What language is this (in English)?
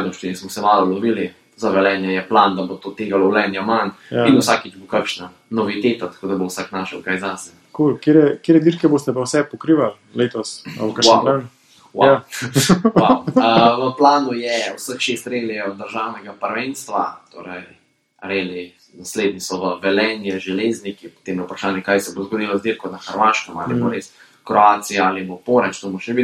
Slovenian